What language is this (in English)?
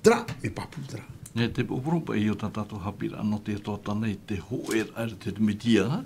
Tahitian